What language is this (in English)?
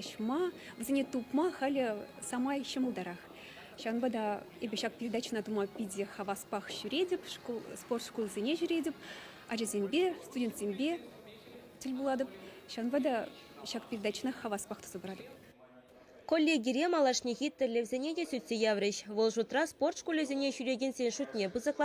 Chuvash